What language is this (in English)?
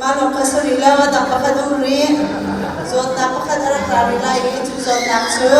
Hakha Chin